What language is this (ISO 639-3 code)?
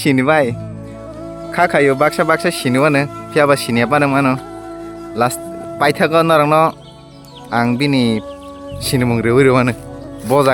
trp